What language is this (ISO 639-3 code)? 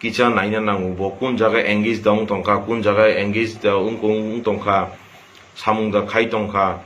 trp